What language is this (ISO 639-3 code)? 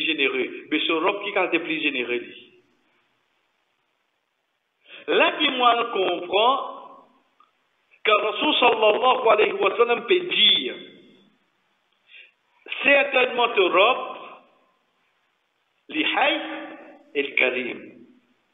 fra